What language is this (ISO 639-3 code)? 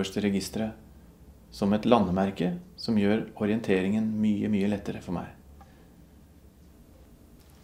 nor